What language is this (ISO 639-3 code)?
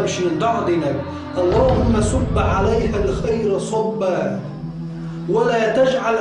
che